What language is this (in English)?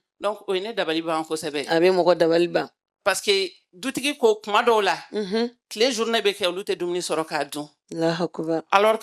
Bambara